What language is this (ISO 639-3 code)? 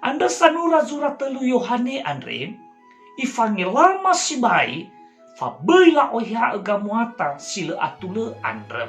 nia